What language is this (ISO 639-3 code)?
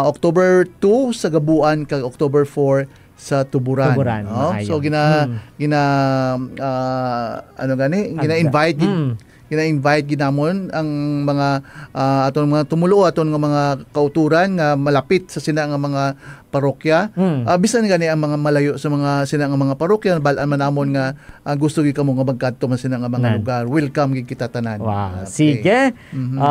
hil